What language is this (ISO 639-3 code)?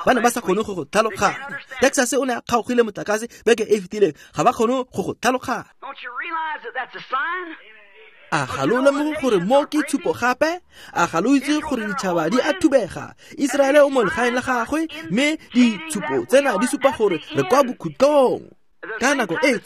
tsn